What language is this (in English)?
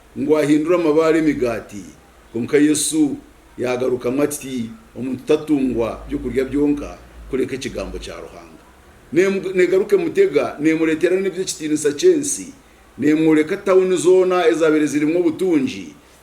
Nyankole